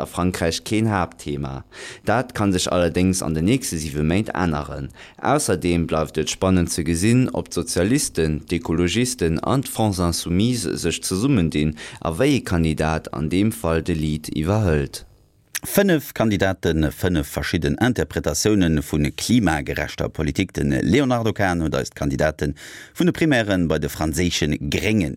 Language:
Luxembourgish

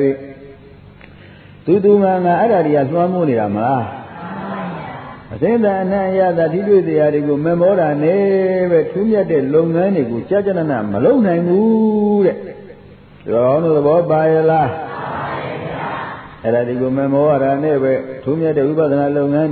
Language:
Burmese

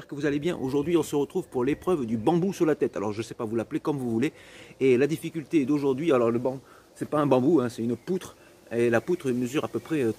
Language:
French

